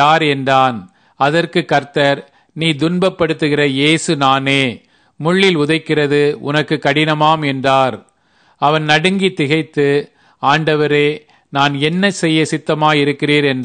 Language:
Tamil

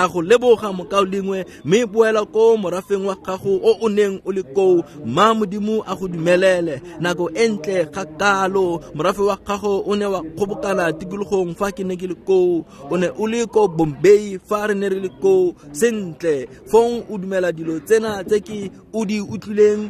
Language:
Tswana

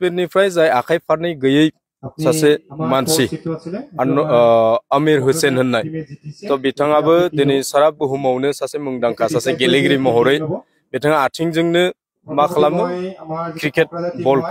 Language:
Bodo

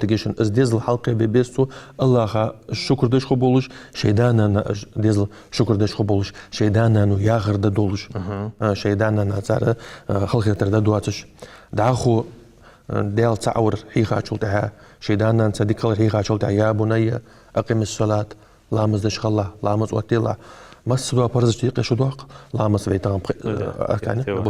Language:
Ingush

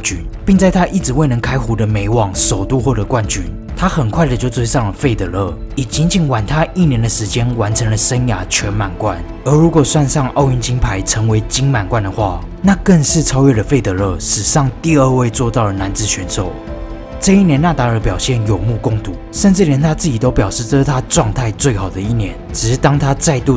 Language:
Chinese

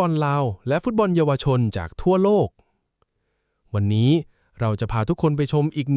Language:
Lao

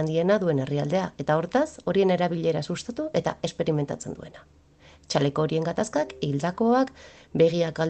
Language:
Basque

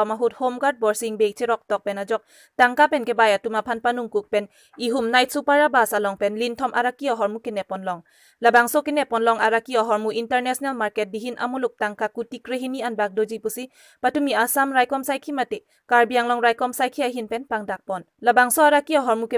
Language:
Karbi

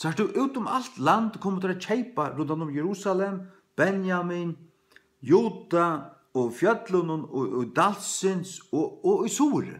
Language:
Faroese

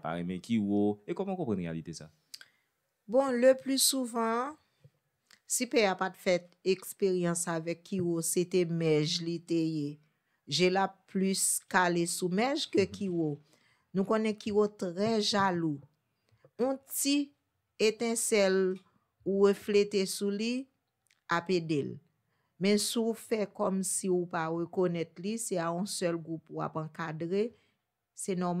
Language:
Haitian Creole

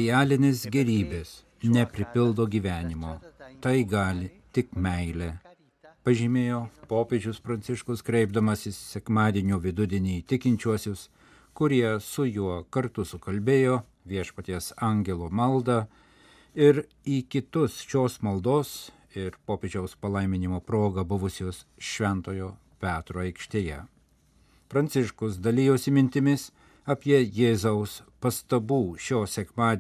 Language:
Lithuanian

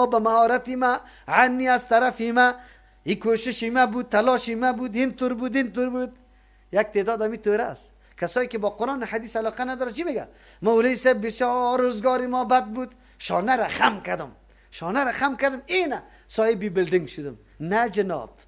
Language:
Persian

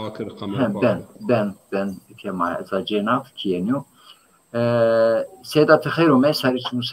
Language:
Zaza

